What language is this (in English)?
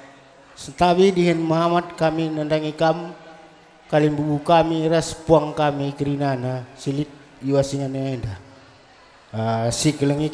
Batak Karo